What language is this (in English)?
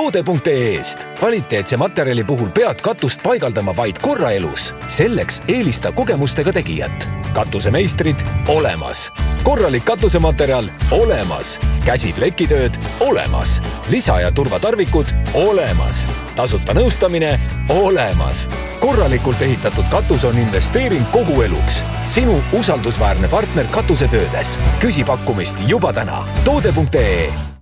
Estonian